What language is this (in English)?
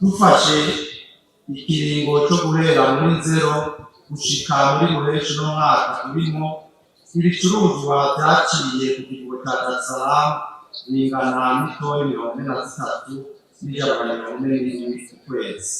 Rundi